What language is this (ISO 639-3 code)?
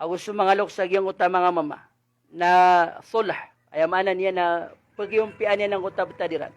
mrw